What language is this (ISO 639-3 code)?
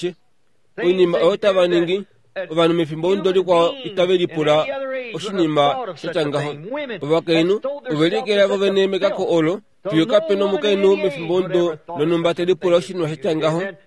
kua